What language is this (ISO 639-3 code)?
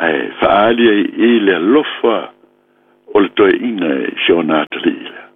smo